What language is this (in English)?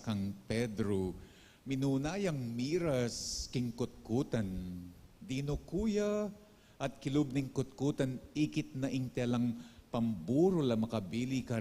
Pampanga